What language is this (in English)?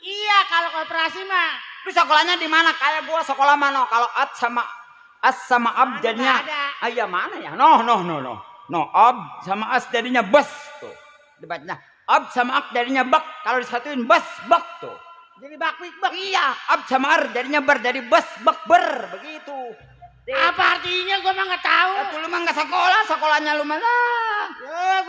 Betawi